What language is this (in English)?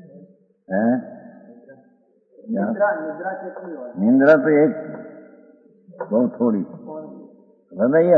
Gujarati